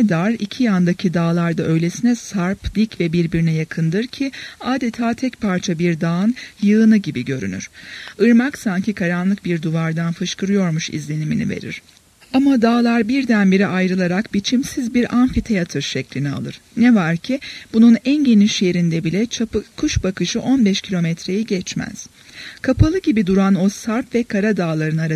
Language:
Turkish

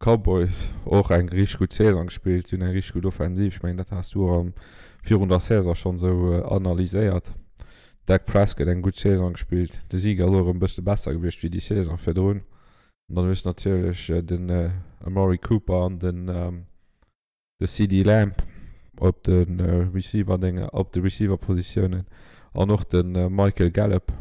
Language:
Luxembourgish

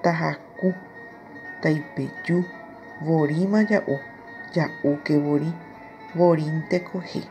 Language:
Guarani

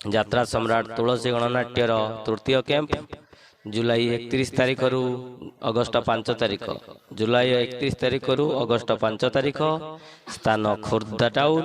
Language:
Odia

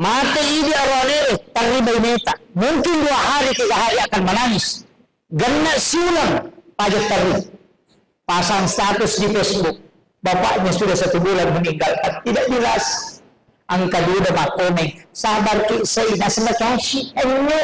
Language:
Buginese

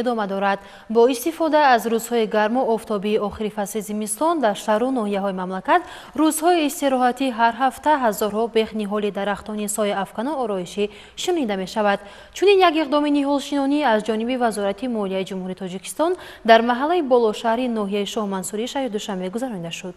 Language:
Tajik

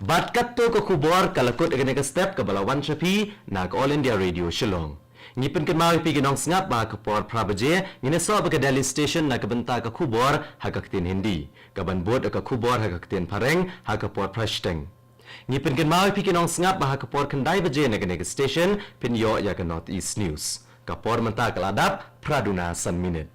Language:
Khasi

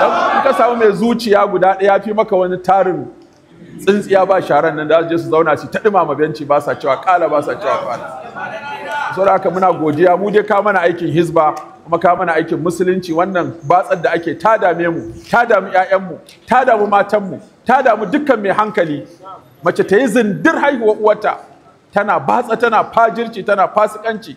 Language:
Hausa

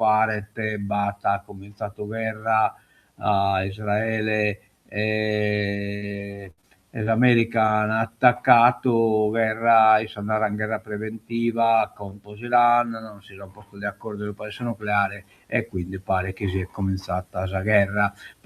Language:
Sardinian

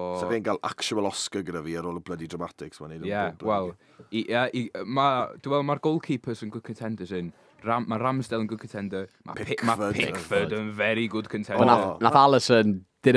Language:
Welsh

